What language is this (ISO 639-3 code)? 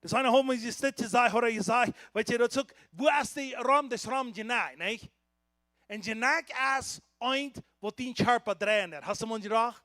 pdt